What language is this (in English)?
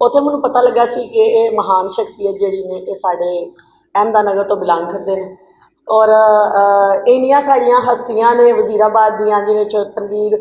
Western Panjabi